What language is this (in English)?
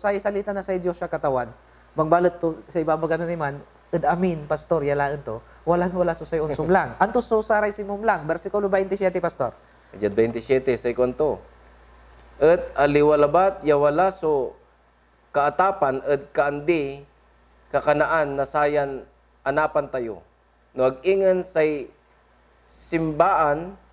Pangasinan